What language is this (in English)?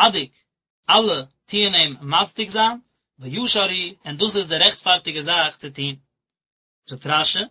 Yiddish